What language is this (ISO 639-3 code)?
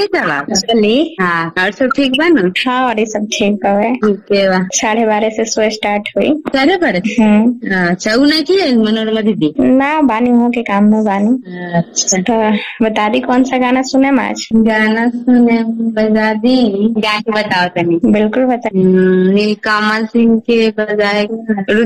bho